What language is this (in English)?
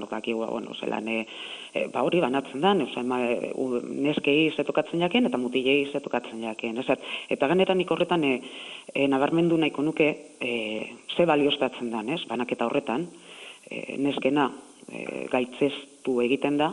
Basque